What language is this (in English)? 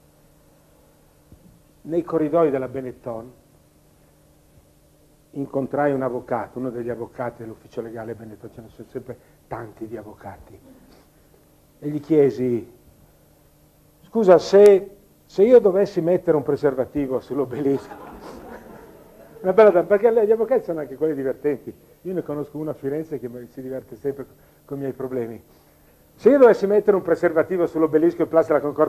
Italian